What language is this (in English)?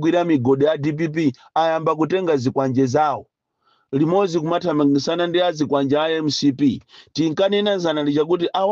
Nyanja